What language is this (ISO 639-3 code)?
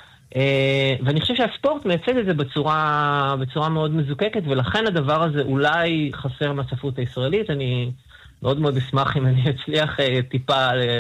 heb